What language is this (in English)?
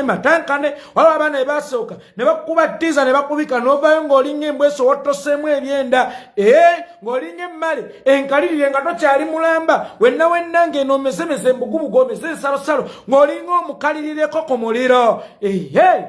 Ganda